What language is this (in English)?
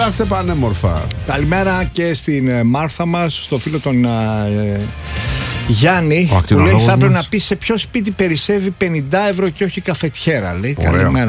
Greek